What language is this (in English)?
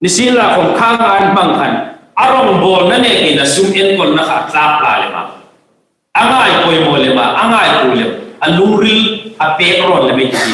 Hmar